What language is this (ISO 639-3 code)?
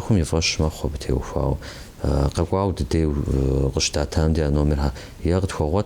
kbd